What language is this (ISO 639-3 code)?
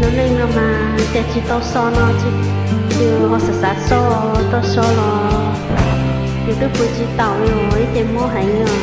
hmn